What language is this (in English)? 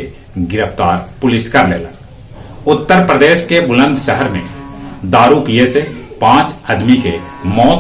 Magahi